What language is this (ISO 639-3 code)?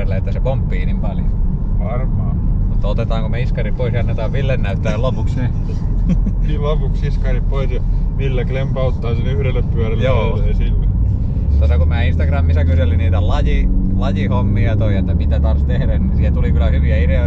fin